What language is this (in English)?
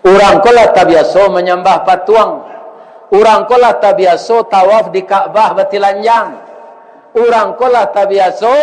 Minangkabau